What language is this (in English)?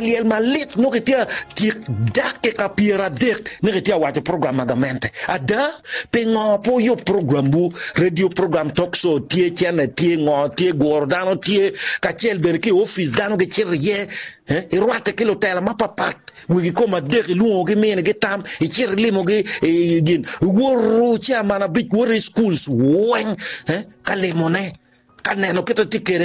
Acoli